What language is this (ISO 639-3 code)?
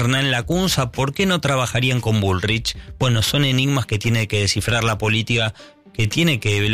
spa